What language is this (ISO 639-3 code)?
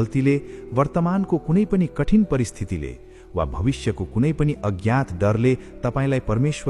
nep